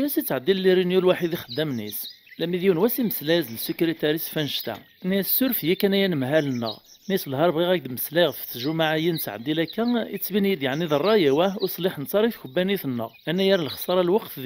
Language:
Kabyle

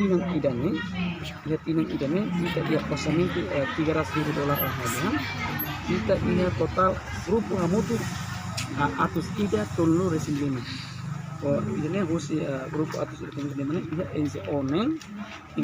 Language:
Tetum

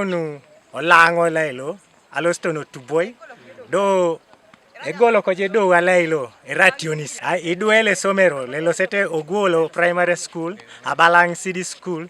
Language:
Teso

